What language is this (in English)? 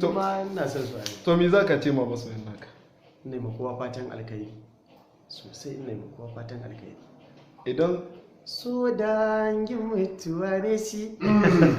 Hausa